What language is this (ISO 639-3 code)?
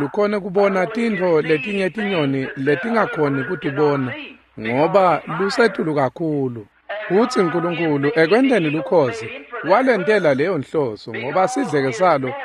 ssw